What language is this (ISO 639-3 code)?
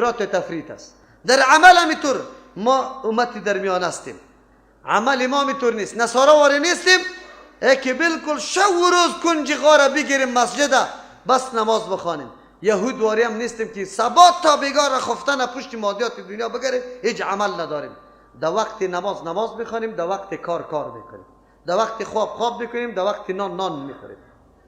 fas